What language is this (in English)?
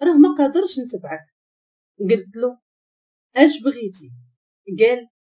Moroccan Arabic